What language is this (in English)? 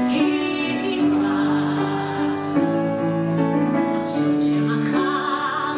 Hebrew